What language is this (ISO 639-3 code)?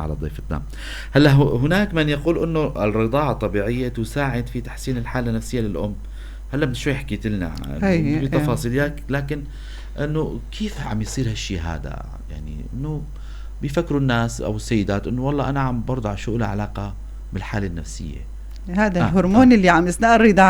apc